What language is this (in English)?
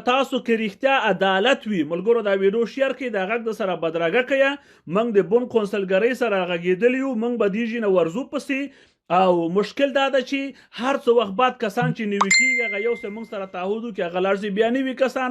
Pashto